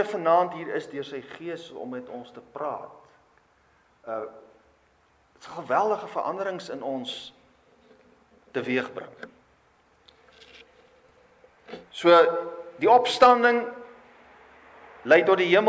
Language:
Afrikaans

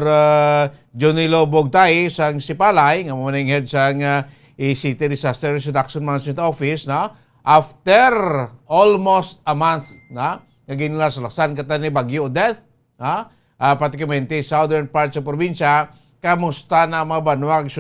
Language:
Hiligaynon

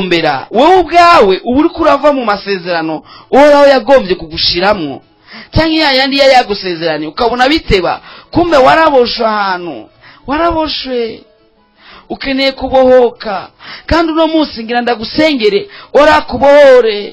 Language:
Rundi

